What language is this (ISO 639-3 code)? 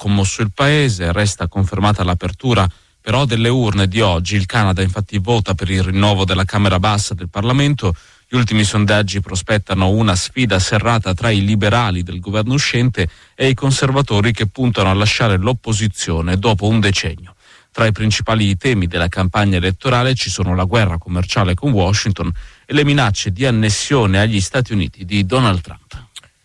ita